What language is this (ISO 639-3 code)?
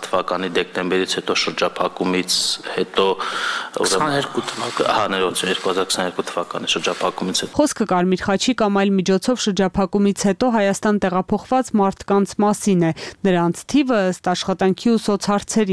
hye